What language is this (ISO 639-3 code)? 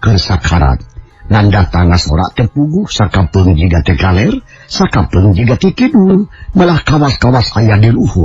sun